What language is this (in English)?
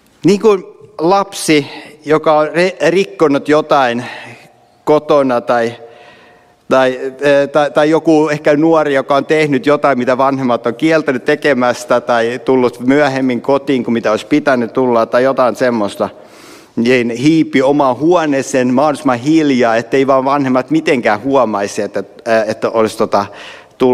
Finnish